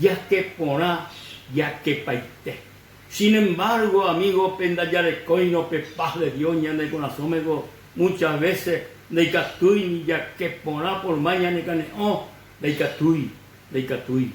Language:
Guarani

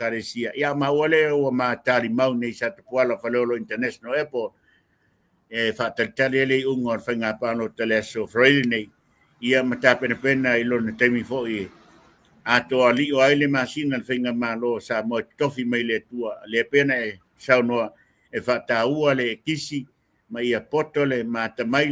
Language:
Samoan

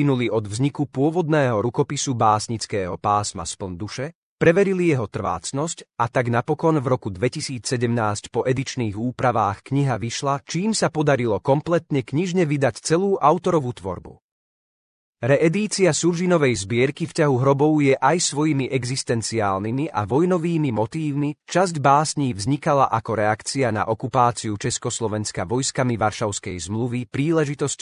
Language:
Slovak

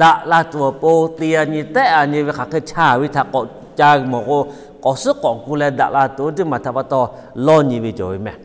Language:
Lahu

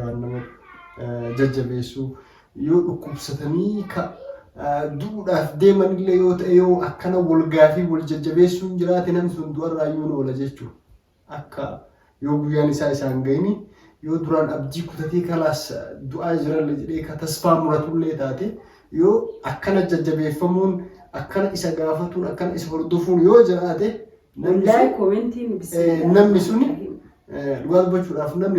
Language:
Oromo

